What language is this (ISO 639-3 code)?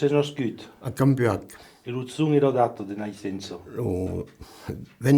oci